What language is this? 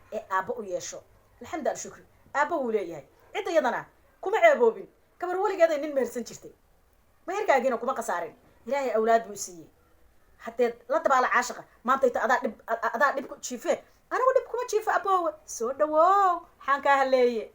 Somali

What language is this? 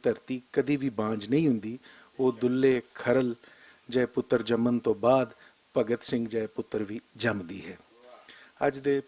Western Panjabi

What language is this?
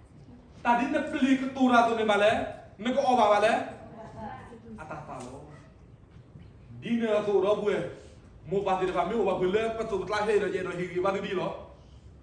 S'gaw Karen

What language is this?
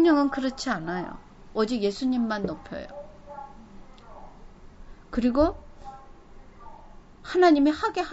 Korean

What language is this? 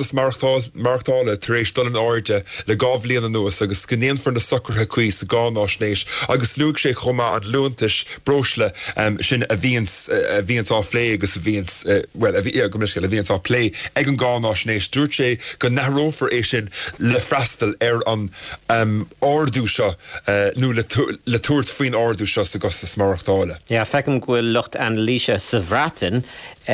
Irish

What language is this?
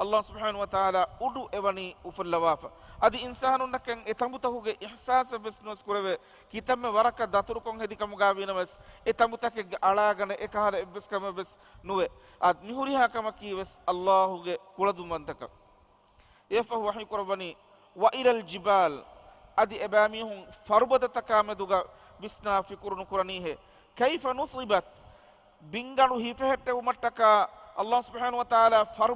Divehi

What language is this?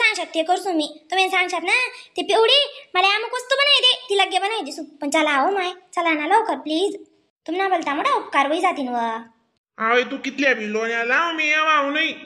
Khandesi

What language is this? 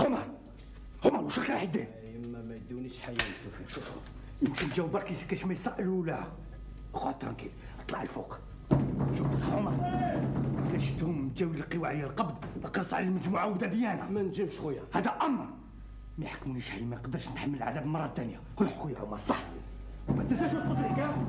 Algerian Arabic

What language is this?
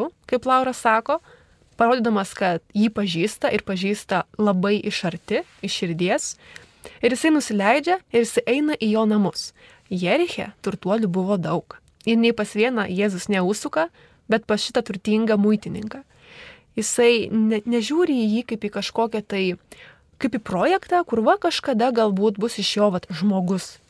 Lithuanian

